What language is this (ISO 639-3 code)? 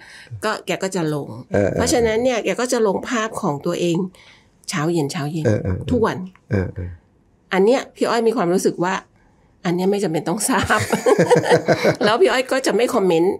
tha